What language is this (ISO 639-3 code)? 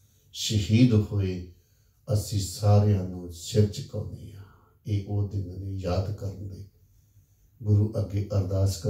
pan